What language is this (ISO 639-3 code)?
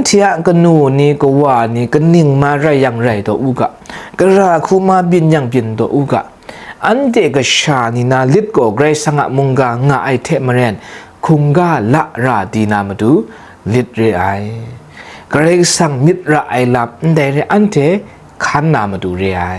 kac